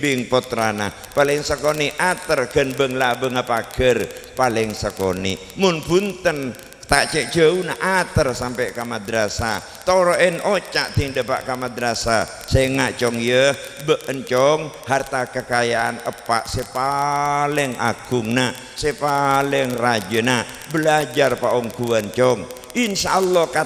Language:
Madurese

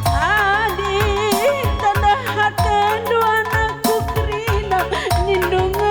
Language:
Batak Karo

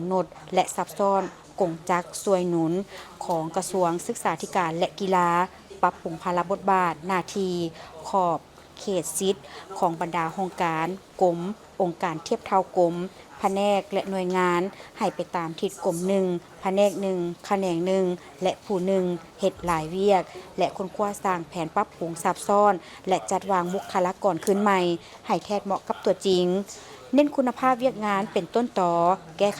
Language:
Lao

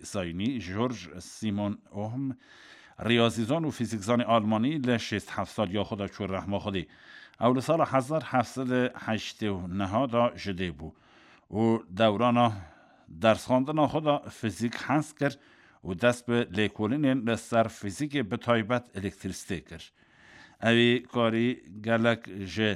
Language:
Kurdish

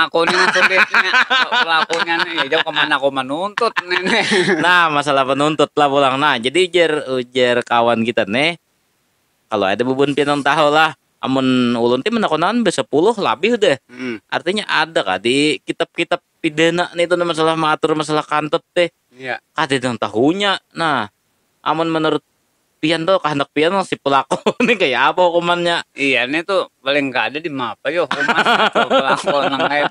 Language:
Banjar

